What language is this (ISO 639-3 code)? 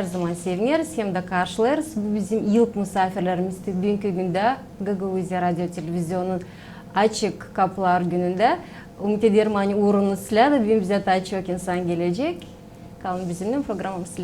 gag